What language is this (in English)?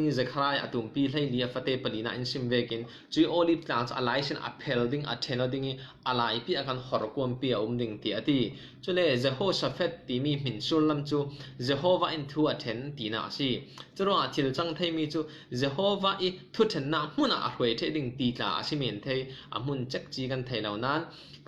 Falam Chin